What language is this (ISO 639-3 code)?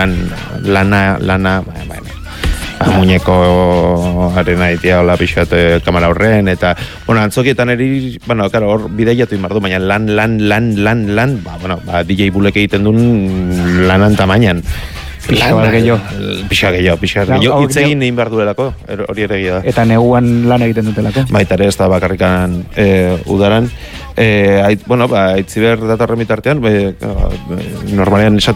eus